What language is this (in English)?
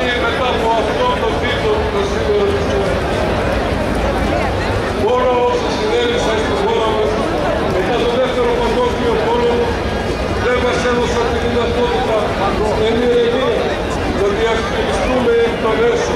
Greek